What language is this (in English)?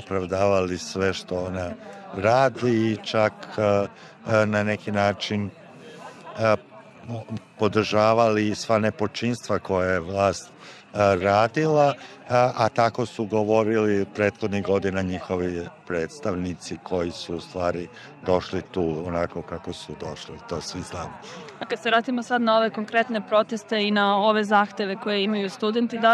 Serbian